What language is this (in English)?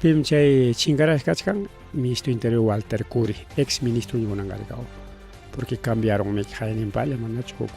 Ayacucho Quechua